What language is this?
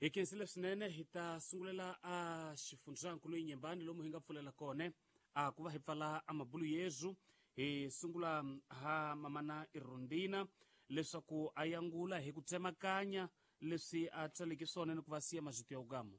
Tsonga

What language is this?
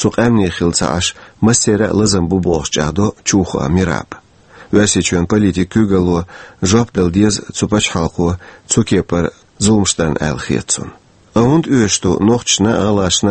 Chechen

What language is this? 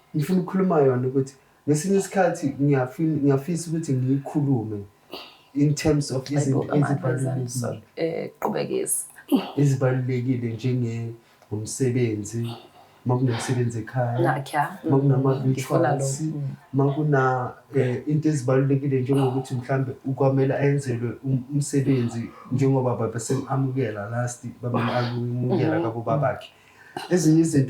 Zulu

